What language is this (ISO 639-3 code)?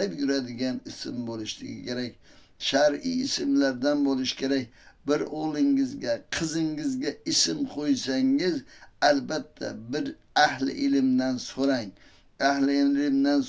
uzb